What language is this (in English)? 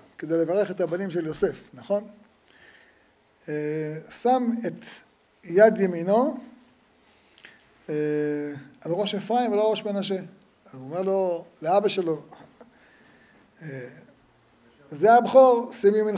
Hebrew